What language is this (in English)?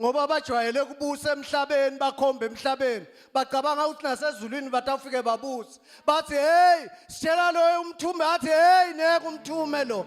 Zulu